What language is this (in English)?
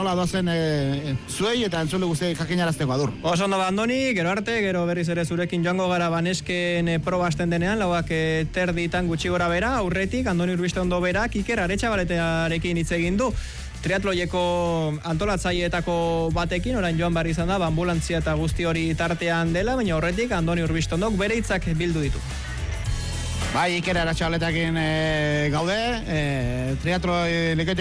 Basque